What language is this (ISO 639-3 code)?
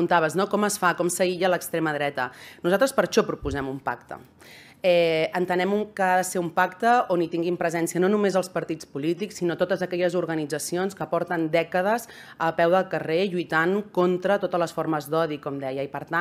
cat